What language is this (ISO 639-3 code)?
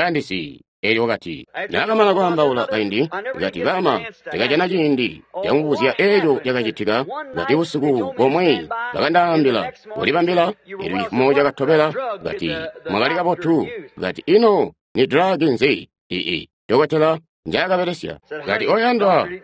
toi